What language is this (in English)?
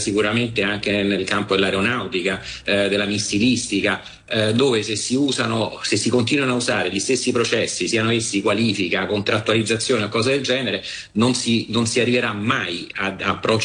Italian